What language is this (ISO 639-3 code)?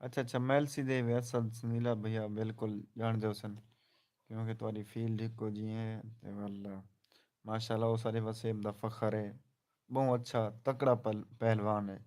skr